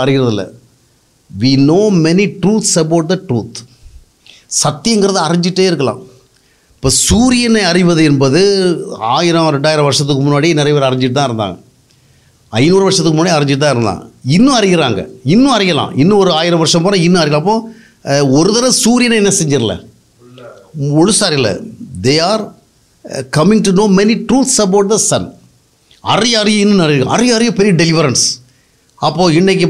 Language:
Tamil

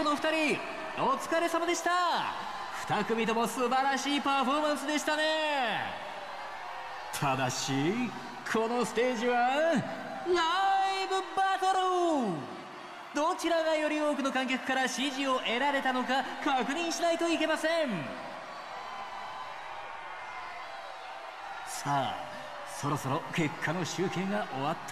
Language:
Japanese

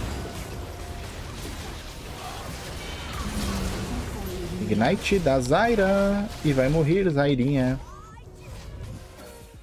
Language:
Portuguese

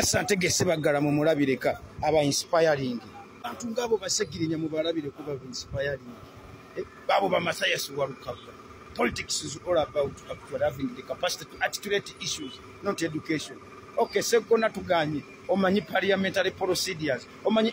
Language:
Ganda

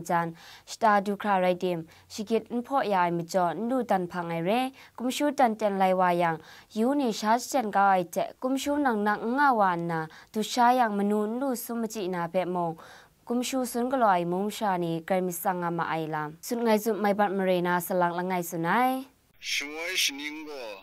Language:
Kachin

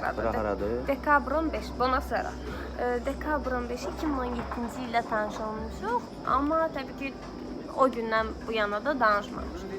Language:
Azerbaijani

